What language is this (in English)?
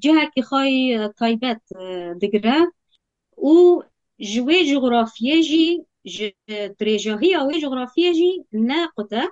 Kurdish